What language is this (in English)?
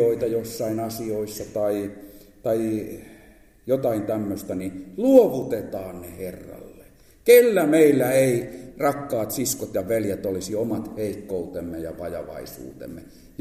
Finnish